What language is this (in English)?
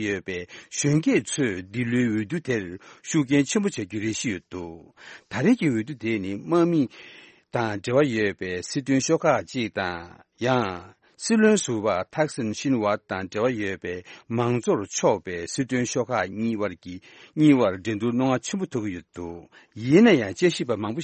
Tibetan